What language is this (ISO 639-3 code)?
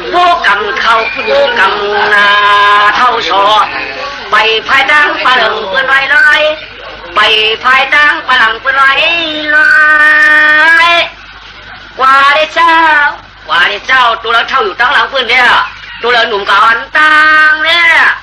shn